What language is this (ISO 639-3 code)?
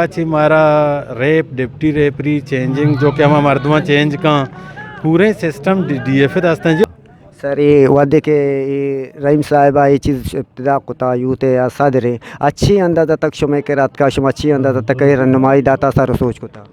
bgp